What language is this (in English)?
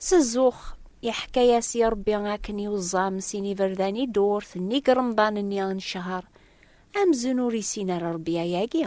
Kabyle